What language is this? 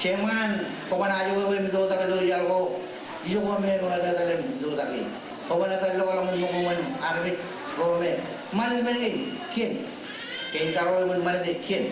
Marshallese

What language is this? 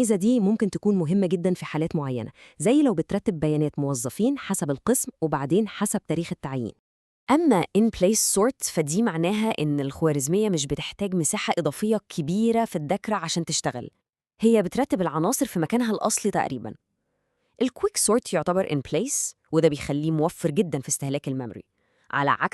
Egyptian Arabic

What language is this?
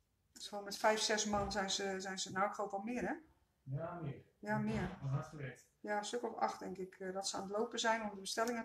Dutch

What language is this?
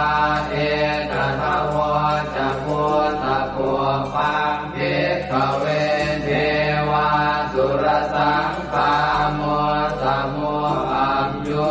Pali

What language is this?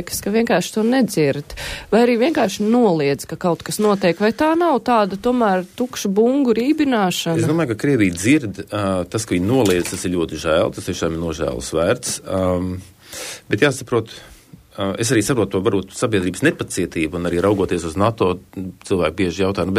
Latvian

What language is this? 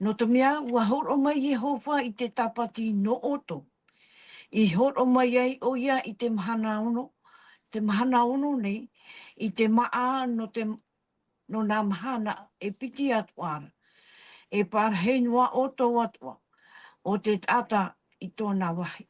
Tahitian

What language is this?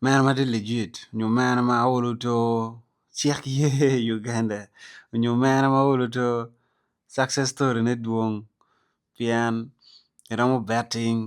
Acoli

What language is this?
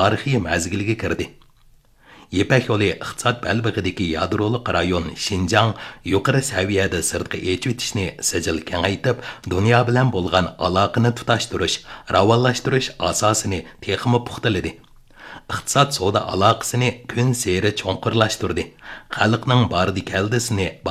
Uyghur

